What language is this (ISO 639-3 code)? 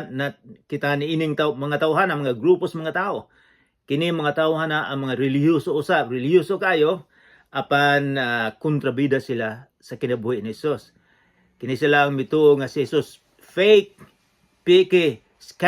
ceb